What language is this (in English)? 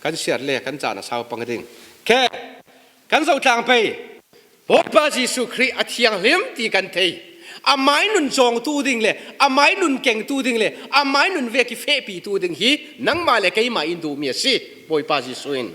Falam Chin